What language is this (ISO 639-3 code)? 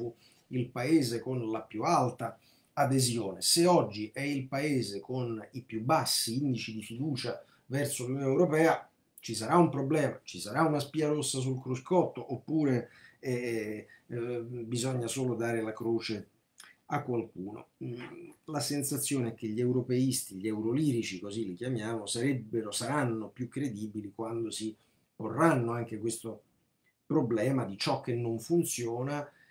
ita